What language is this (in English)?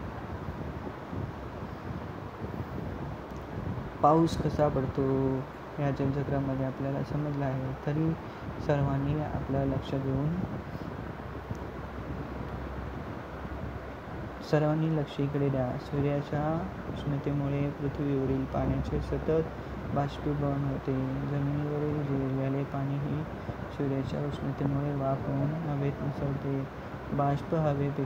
Marathi